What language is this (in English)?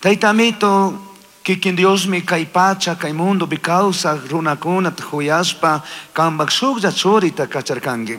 Chimborazo Highland Quichua